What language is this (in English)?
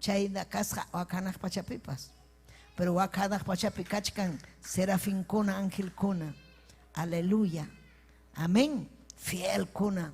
Ayacucho Quechua